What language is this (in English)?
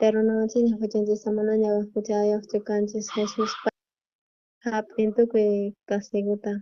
South Bolivian Quechua